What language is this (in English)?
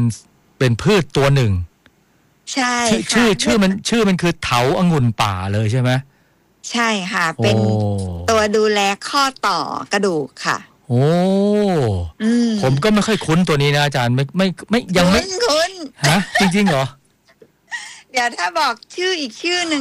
Thai